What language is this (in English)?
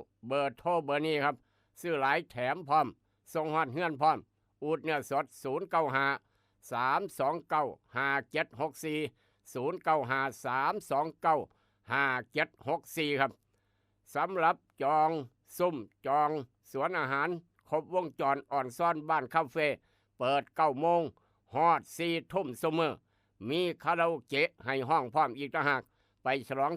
Northeastern Thai